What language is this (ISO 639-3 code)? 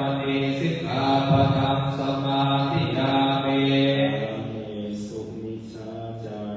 pli